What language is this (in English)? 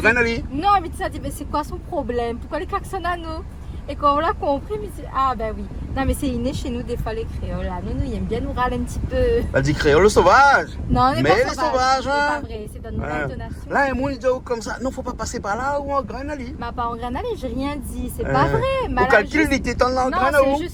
Réunion Creole French